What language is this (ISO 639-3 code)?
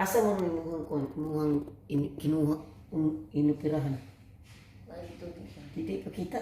ceb